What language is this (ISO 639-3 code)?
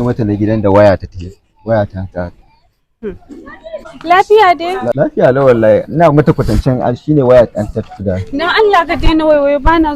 hau